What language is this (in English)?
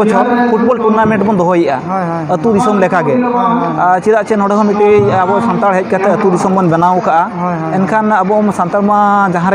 Santali